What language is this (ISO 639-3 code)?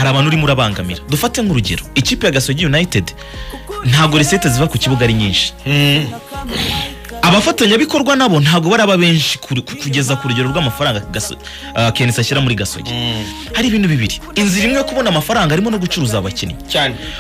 kin